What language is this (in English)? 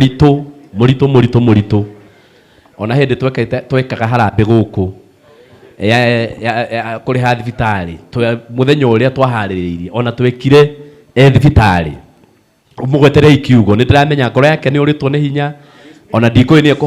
Kikuyu